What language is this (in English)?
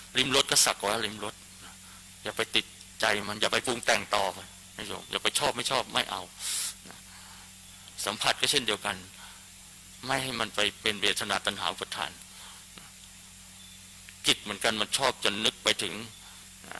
Thai